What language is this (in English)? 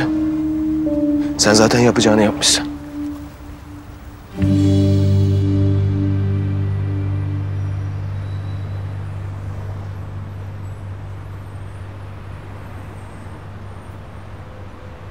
Turkish